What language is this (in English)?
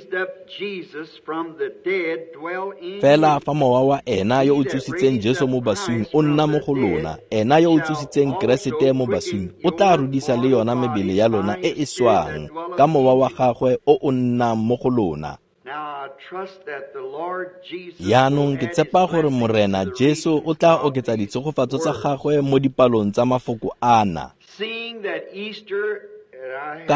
Tswana